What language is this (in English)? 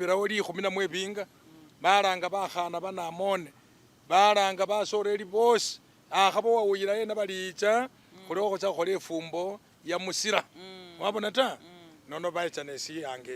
Masaaba